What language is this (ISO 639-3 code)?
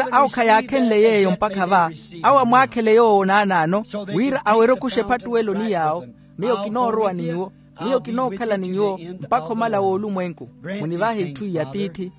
vmw